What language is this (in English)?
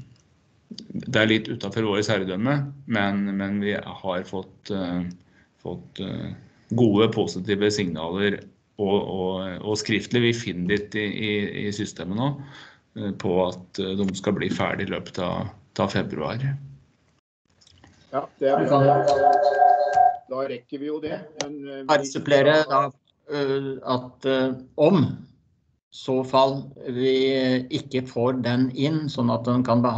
Norwegian